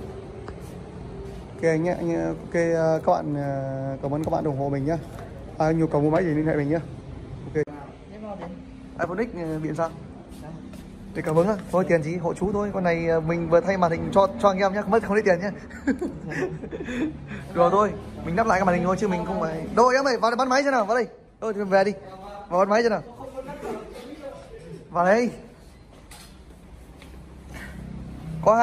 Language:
Vietnamese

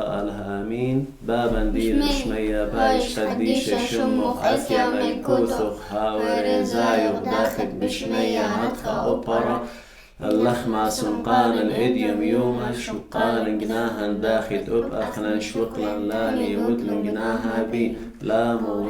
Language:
Assyrian Neo-Aramaic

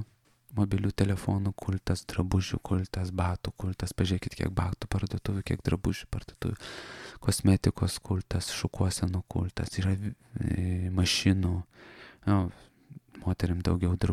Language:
Lithuanian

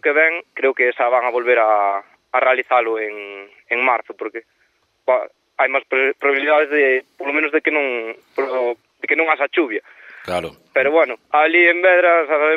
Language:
Galician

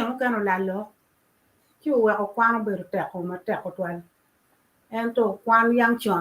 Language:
Acoli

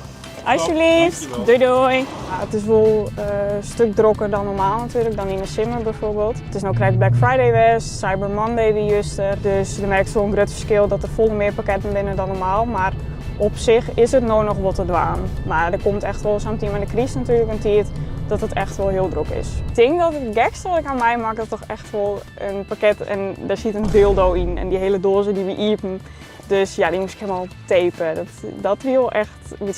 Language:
Western Frisian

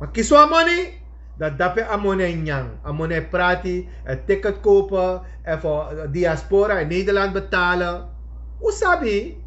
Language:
Sranan Tongo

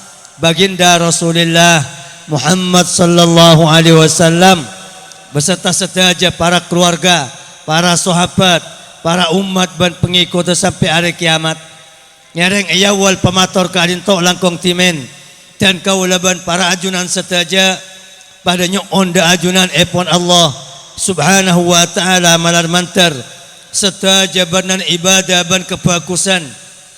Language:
Madurese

